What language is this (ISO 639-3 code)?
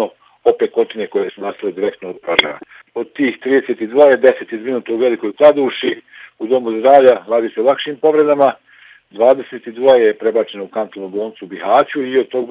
bos